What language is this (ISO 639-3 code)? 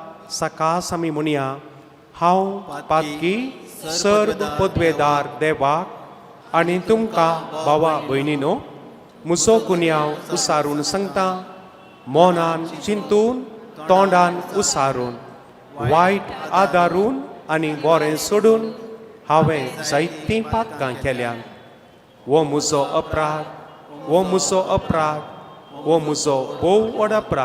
kok